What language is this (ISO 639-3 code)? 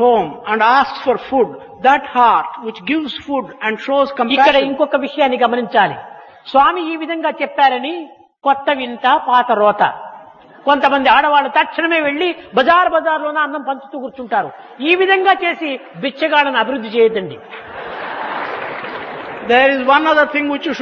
tel